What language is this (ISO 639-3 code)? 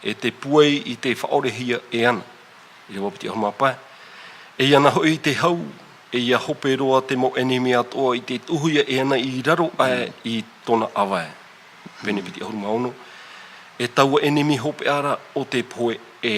tah